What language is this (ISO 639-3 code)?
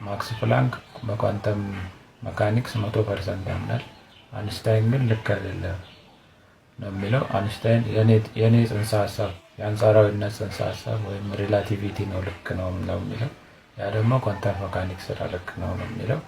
amh